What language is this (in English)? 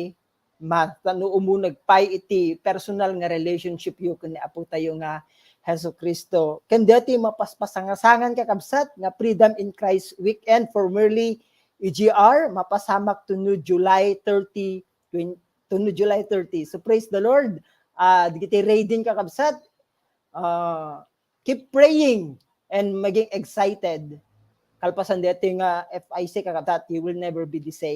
Iloko